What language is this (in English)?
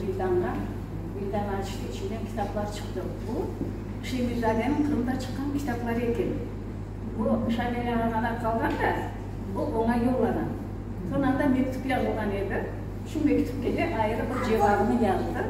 Crimean Tatar